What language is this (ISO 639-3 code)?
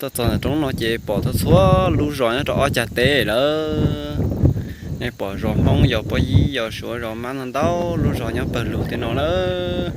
hmn